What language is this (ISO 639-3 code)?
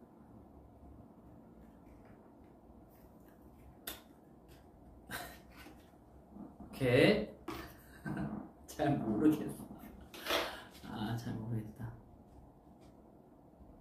kor